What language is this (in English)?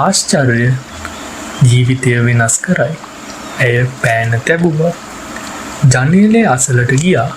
Sinhala